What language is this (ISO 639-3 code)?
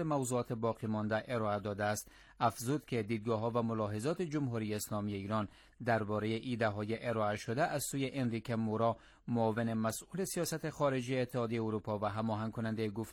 fas